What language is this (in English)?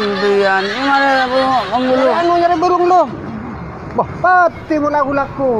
Madurese